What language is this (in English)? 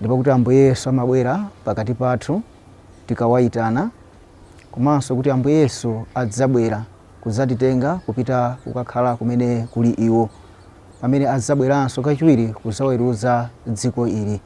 Nyanja